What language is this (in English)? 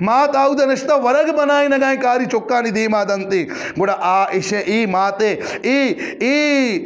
Eastern Balochi